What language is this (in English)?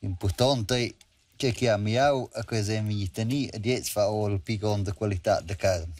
Romansh